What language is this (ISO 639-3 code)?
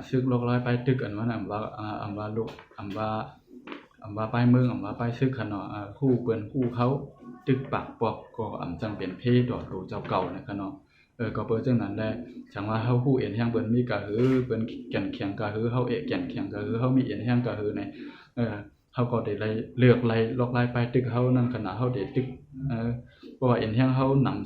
shn